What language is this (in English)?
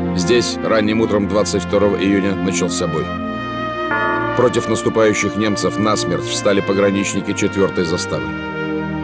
Russian